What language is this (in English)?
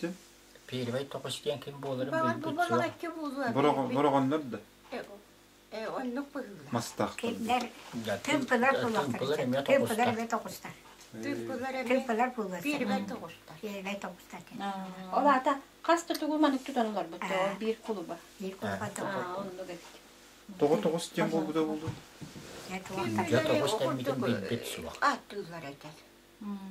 Yakut